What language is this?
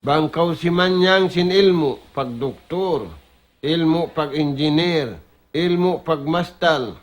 Tausug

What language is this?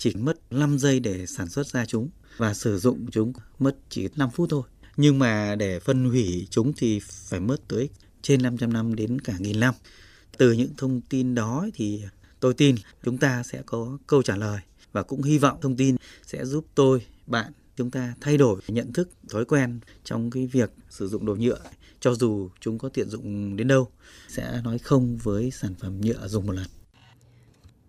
Vietnamese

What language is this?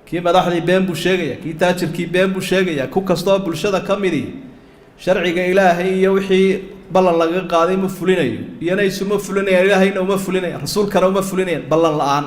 Somali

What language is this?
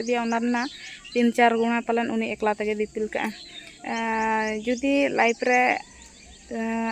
Santali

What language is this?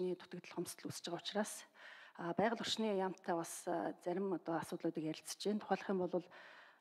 Mongolian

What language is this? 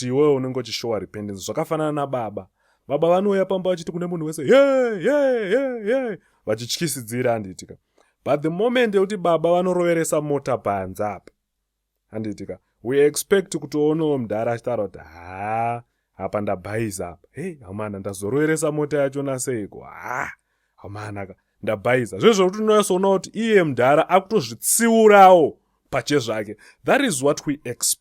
Shona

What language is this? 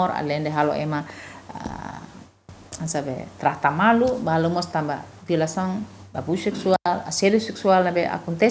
Tetum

